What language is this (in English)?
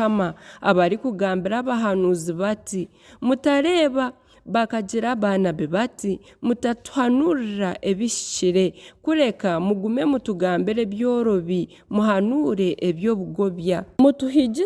Nyankole